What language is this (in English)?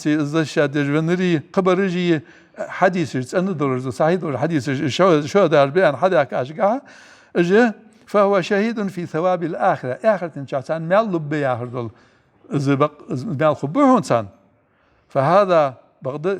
Ingush